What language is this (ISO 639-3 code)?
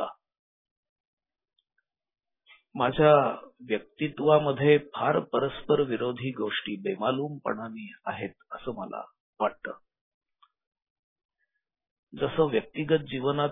mar